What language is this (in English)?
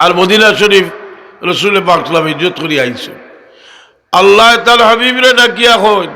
Sylheti